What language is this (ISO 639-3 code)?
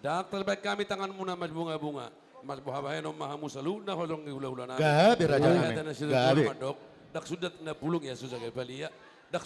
bbc